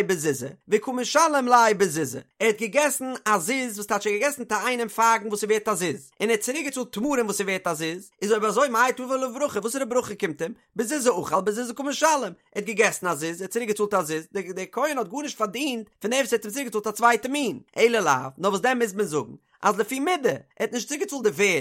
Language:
Yiddish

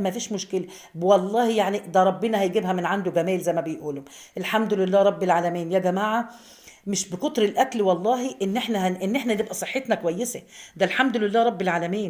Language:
Egyptian Arabic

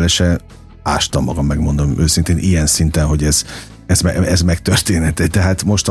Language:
Hungarian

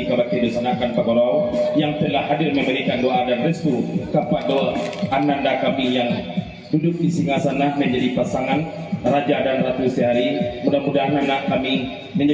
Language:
Minangkabau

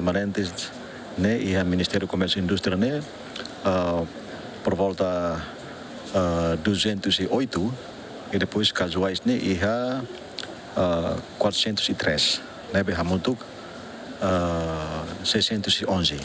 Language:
Tetum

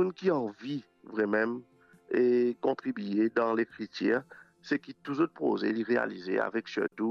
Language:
Morisyen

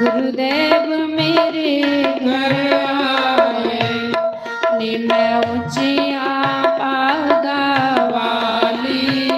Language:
Dogri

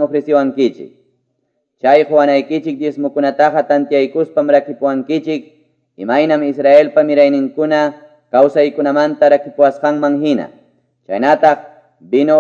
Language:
Quechua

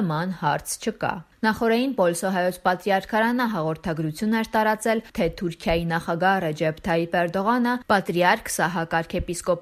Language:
Armenian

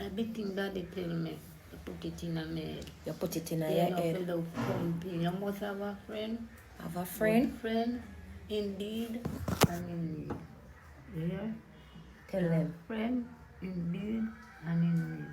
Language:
Jamaican Creole English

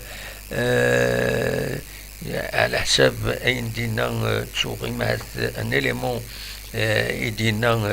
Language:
Kabyle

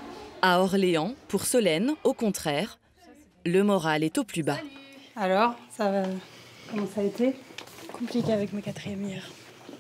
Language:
French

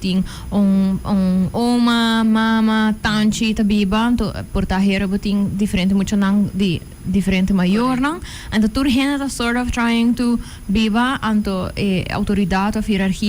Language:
Papiamento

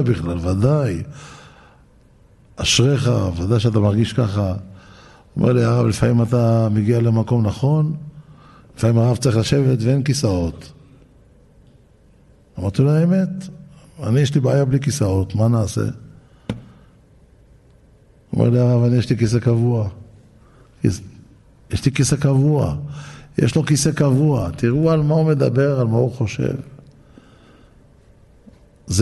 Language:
Hebrew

